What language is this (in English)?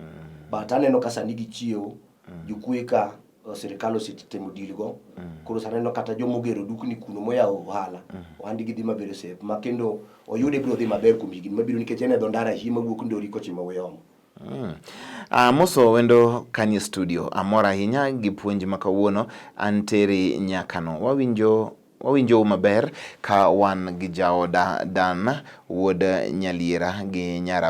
Luo (Kenya and Tanzania)